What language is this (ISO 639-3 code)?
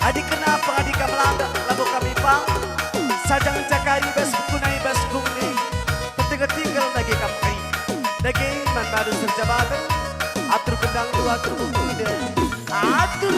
btx